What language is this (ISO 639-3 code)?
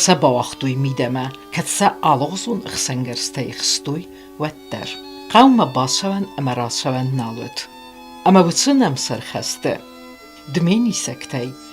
oss